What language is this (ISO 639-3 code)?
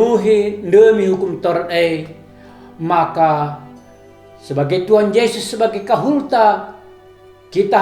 btx